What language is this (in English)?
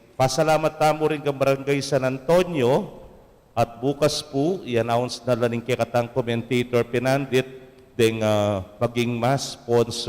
Pampanga